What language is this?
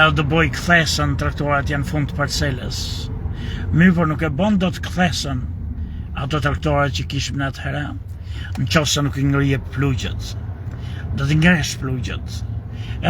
Albanian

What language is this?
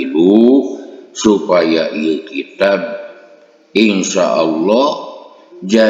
Sundanese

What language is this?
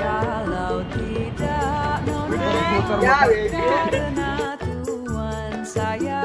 Betawi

